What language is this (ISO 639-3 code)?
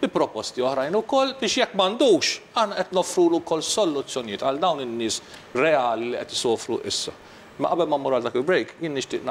mlt